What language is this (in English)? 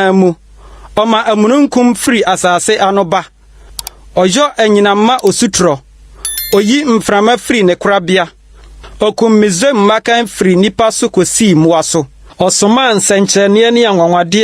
Akan